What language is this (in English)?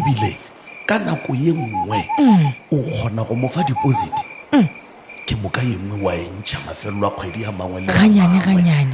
Northern Sotho